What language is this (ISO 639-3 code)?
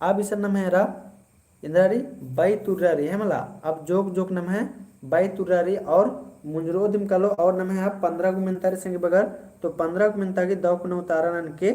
kru